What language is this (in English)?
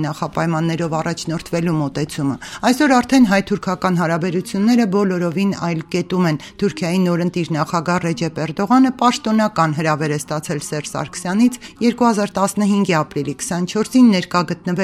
Armenian